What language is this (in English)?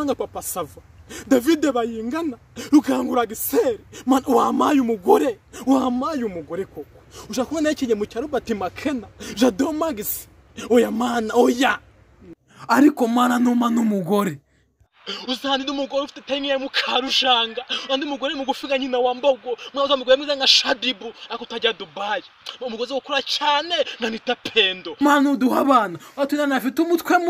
Kinyarwanda